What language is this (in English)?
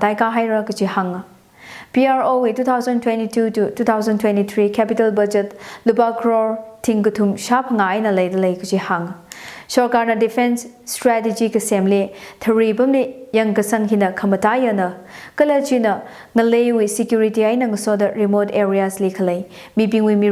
Tangkhul Naga (India)